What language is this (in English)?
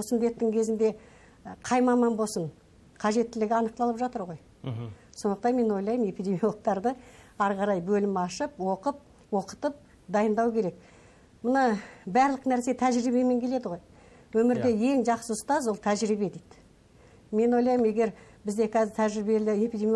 Kazakh